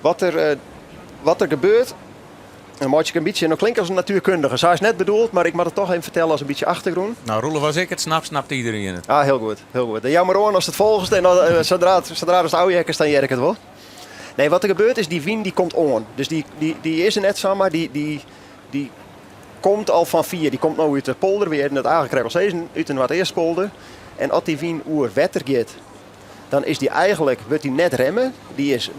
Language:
Western Frisian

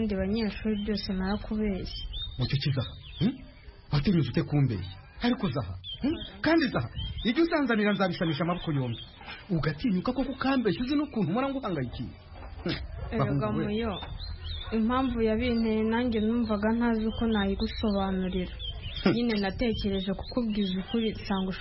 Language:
Kinyarwanda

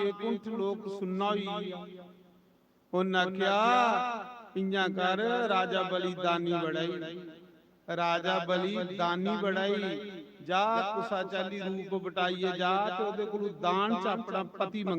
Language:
Dogri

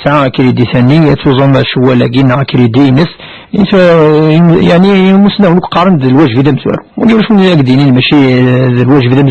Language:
Kabyle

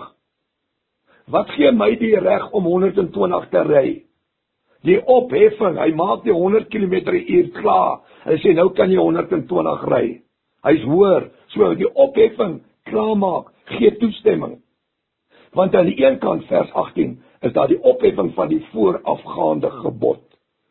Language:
Afrikaans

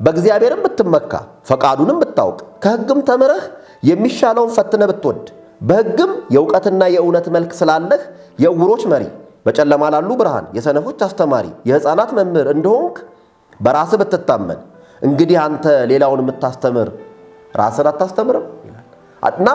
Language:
Amharic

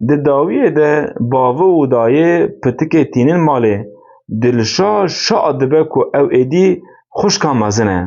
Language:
Kurdish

